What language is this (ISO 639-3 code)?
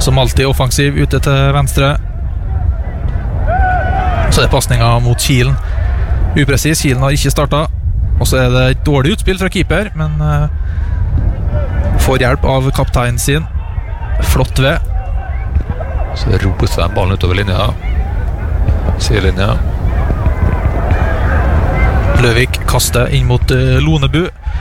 nor